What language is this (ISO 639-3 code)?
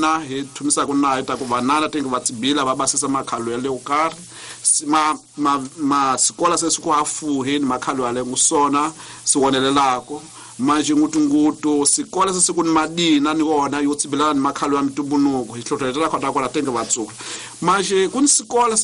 tso